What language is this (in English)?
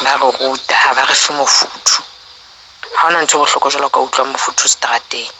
Southern Sotho